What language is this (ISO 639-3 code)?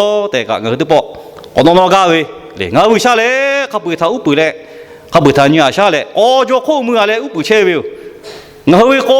lhu